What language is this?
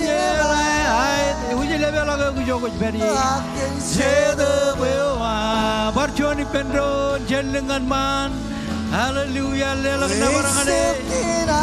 Marshallese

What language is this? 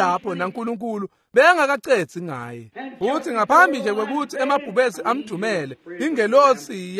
Swati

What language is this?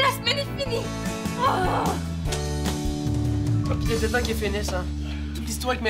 French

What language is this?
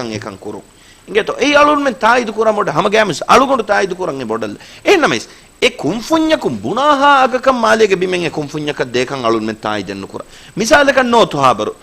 Divehi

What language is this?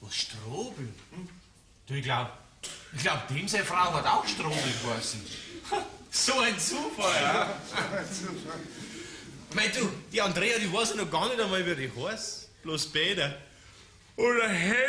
Bavarian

